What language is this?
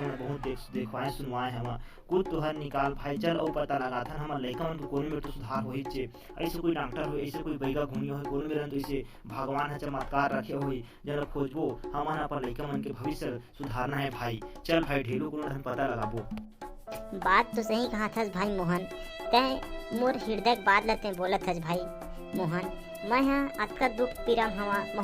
Chhattisgarhi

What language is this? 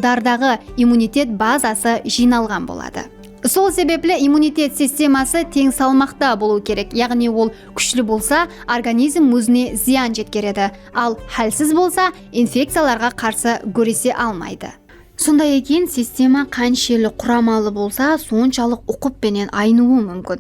Kara-Kalpak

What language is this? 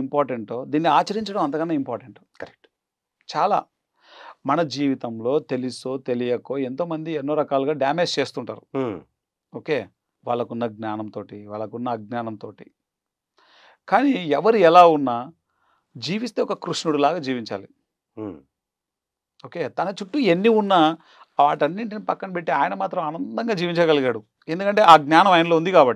Telugu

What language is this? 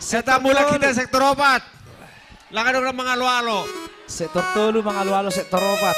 Batak Simalungun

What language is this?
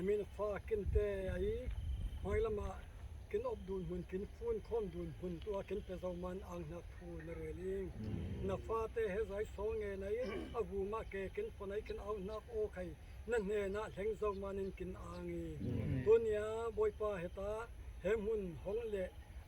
Falam Chin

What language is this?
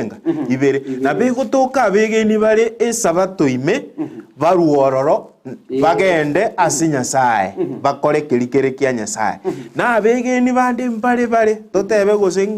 Gusii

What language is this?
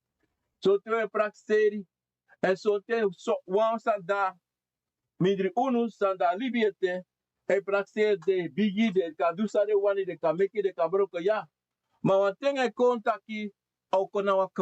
Sranan Tongo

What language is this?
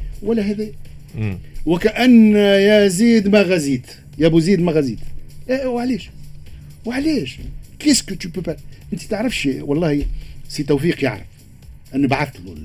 Tunisian Arabic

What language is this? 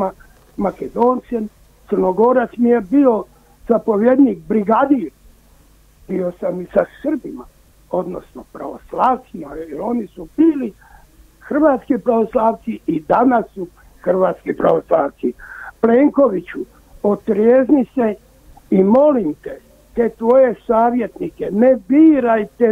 Croatian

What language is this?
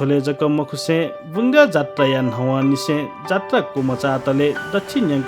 Newari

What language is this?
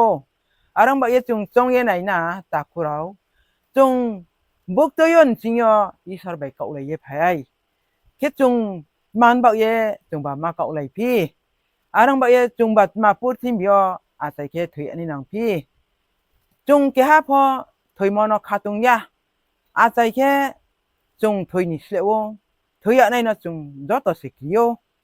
Riang (India)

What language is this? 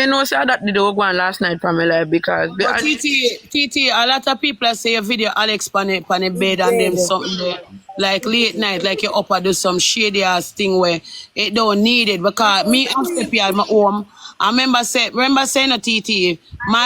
Jamaican Creole English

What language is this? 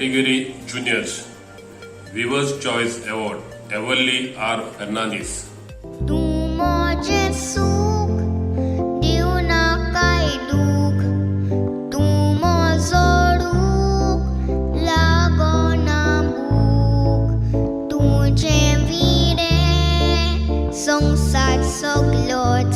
Konkani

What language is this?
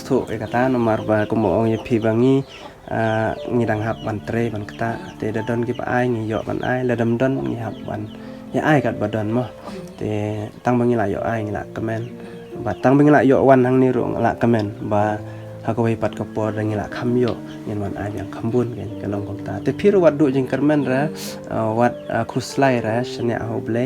Khasi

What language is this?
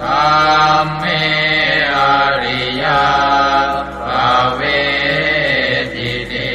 Pali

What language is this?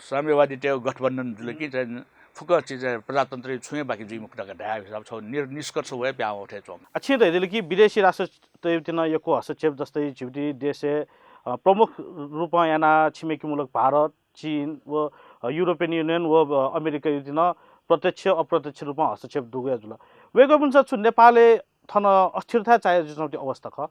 Newari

